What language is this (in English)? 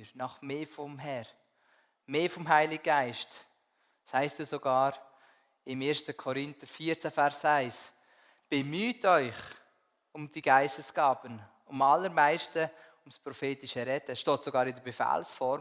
Swiss German